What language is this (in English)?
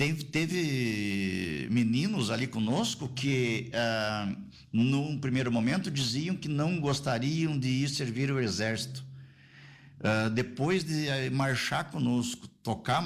Portuguese